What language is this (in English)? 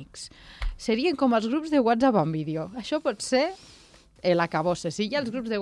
Catalan